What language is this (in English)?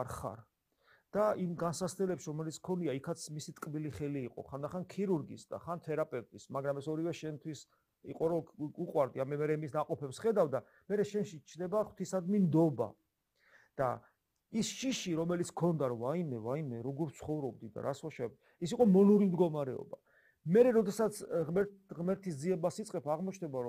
Georgian